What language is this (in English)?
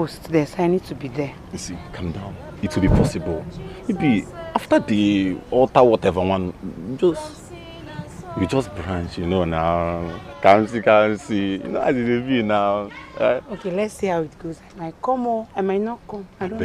Nigerian Pidgin